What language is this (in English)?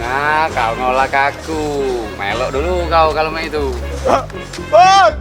Musi